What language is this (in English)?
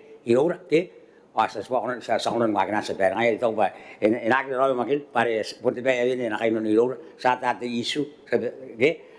Gilbertese